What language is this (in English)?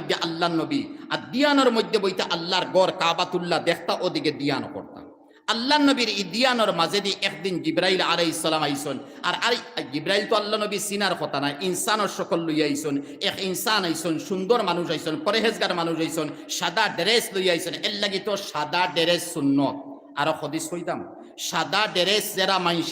Sylheti